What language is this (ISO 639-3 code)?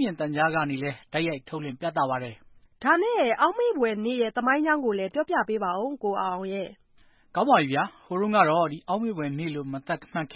mya